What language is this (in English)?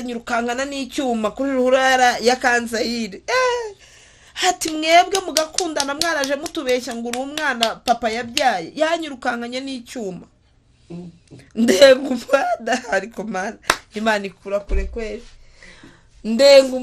Kinyarwanda